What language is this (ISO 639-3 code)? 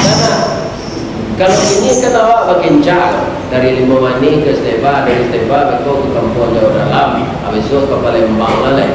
min